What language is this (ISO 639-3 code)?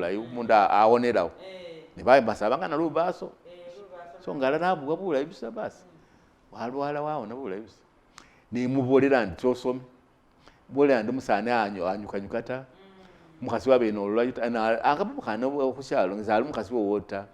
myx